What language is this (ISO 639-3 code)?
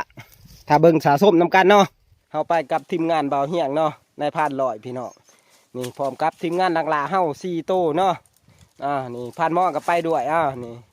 tts